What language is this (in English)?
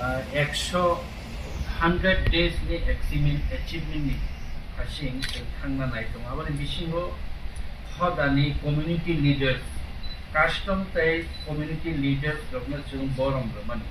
Riang (India)